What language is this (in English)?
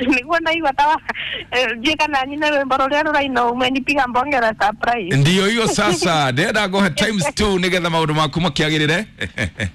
Kikuyu